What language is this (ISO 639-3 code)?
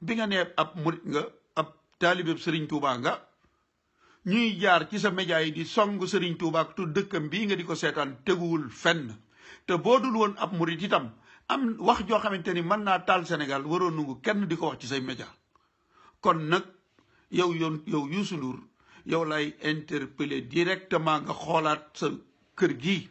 wol